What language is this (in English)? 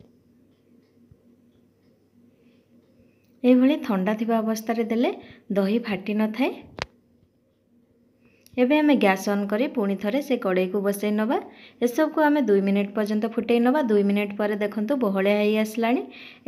Odia